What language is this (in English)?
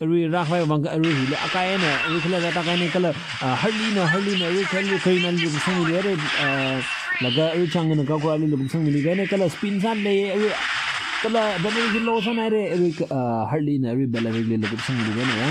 Tangkhul Naga (India)